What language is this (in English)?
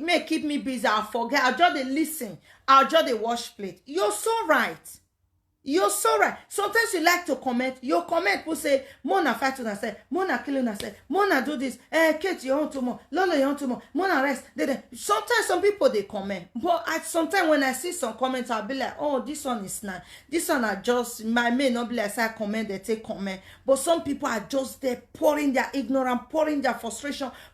Nigerian Pidgin